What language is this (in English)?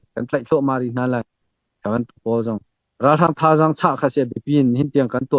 Hakha Chin